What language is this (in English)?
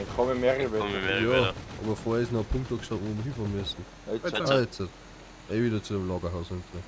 Bavarian